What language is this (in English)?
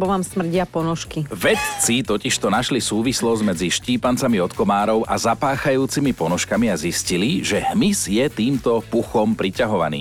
Slovak